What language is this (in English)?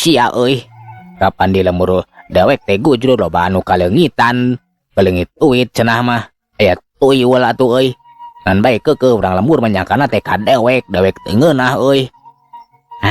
Sundanese